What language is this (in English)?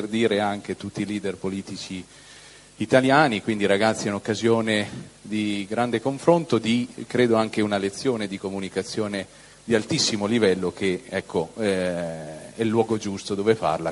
Italian